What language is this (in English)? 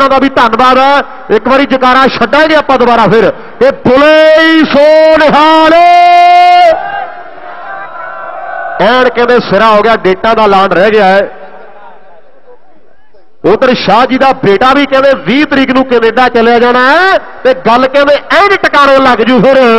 Punjabi